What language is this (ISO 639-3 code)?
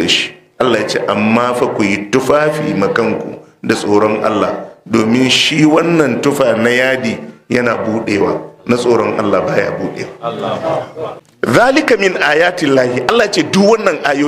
hau